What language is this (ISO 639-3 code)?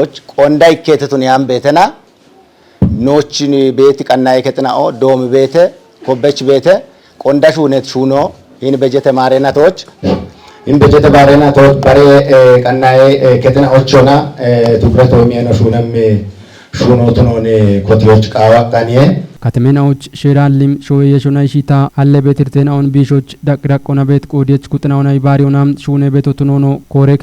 kbr